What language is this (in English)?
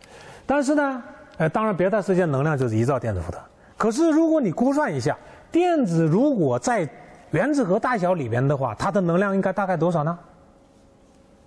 Chinese